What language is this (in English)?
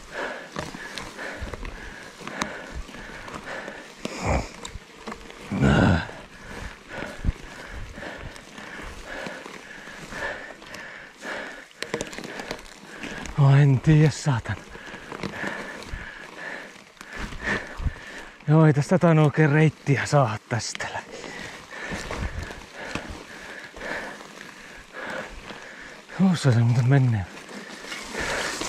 Finnish